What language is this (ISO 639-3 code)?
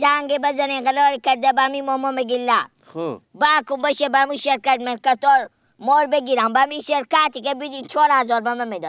fas